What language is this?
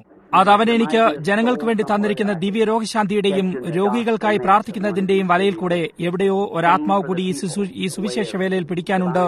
Malayalam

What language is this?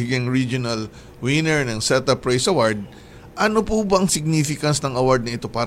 Filipino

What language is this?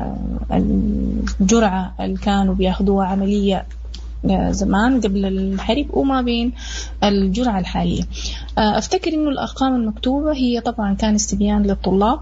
Sudanese Arabic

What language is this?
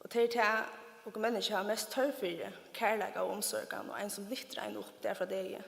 Faroese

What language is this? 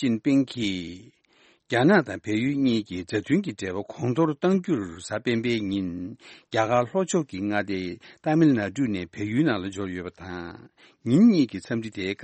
Tibetan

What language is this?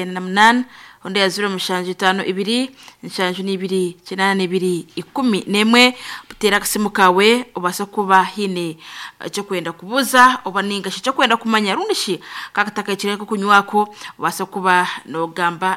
Nyankole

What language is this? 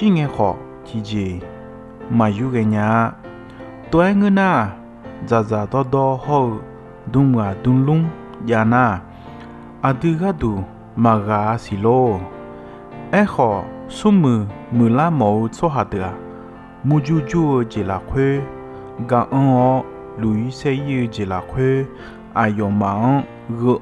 Akha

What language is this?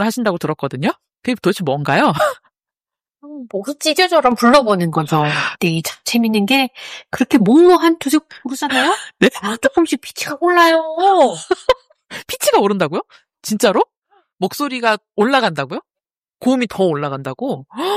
Korean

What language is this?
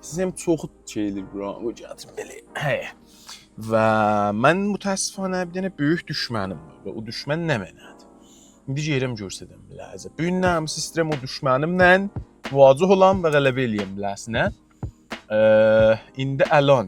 South Azerbaijani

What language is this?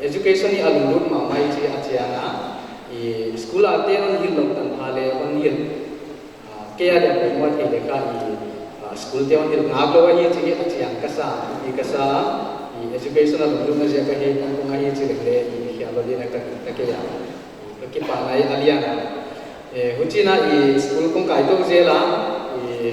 Paite Chin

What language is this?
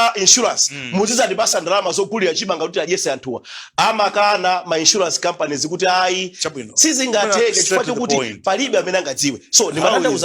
Nyanja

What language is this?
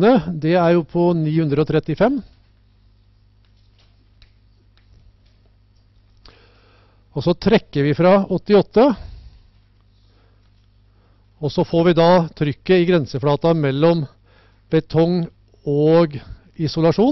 Norwegian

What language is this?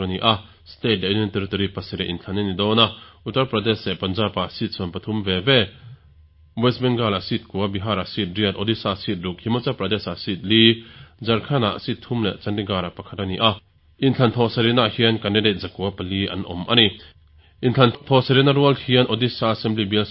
Mizo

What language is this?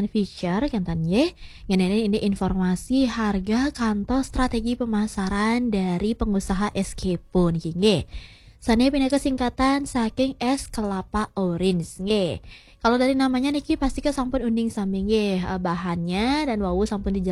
Balinese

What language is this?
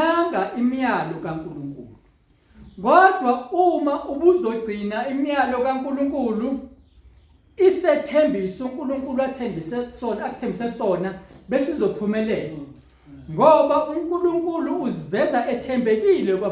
Zulu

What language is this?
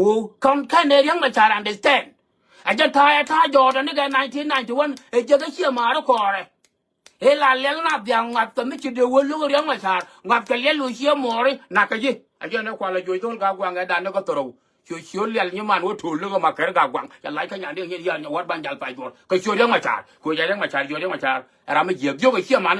Nuer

